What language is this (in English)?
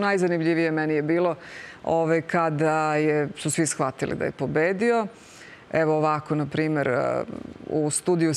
Serbian